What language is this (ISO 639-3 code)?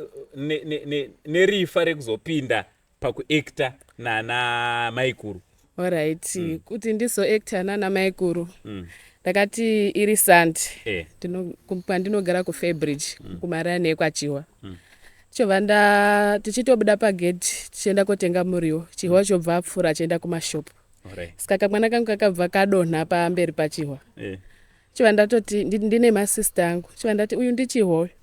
sna